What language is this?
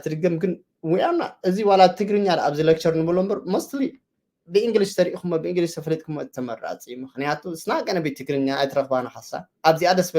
Tigrinya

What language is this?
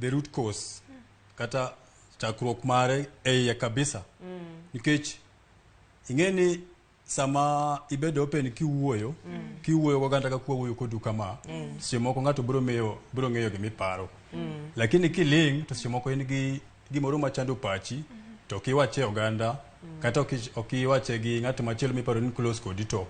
Luo (Kenya and Tanzania)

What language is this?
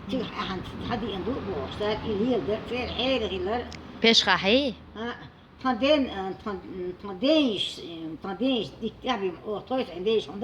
Chechen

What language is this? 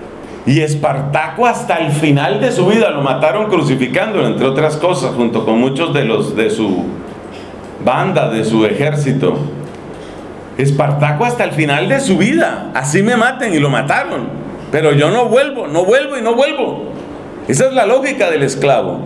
Spanish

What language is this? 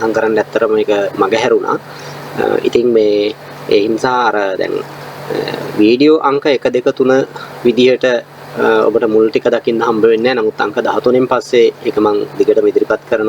Sinhala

